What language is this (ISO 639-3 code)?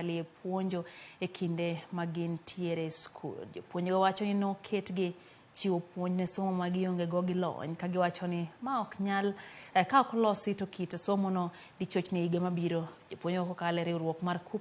luo